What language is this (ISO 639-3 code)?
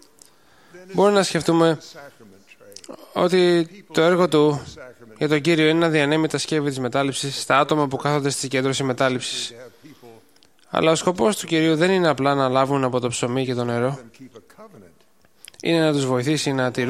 ell